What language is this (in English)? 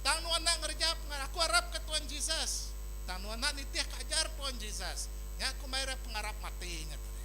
Iban